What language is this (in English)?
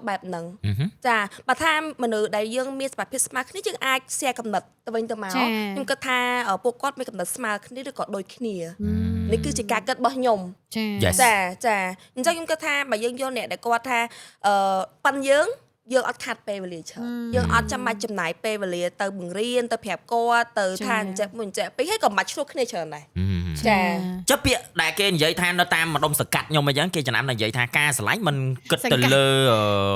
Khmer